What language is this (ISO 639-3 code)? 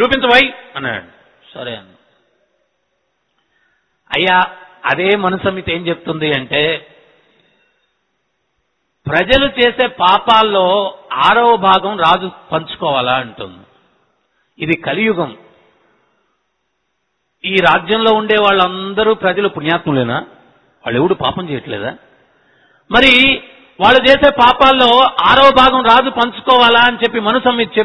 tel